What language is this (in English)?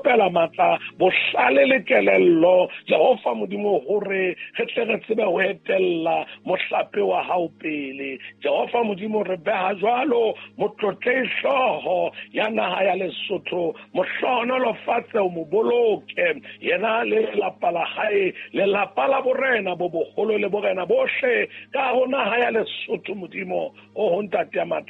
Southern Sotho